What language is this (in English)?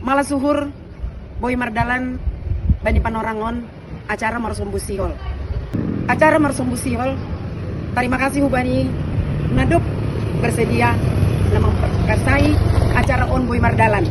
Batak Simalungun